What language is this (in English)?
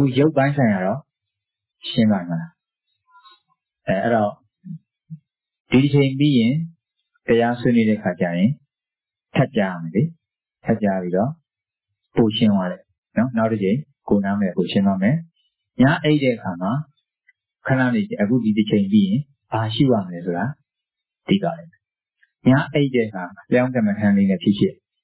Burmese